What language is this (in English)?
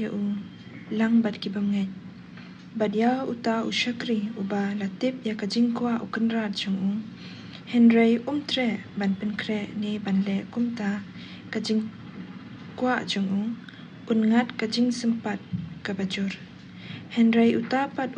Khasi